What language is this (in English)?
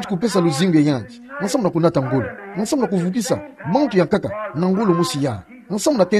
Kituba (Democratic Republic of Congo)